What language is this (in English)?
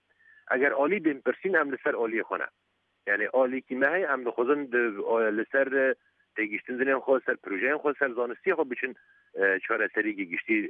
Kurdish